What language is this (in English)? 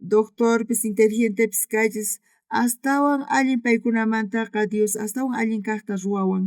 South Bolivian Quechua